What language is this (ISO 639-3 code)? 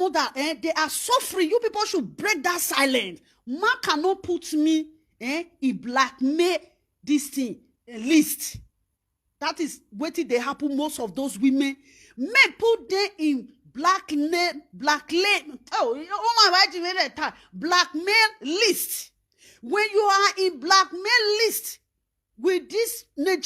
pcm